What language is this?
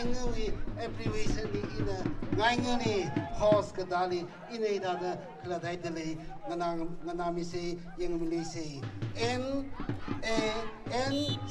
Tangkhul Naga (India)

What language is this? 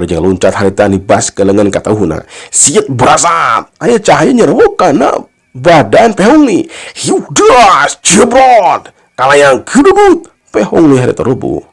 Sundanese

